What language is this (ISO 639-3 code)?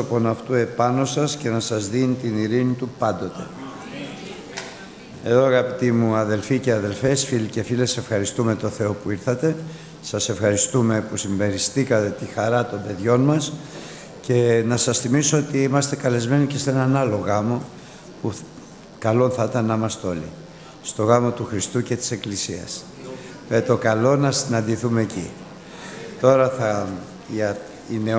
ell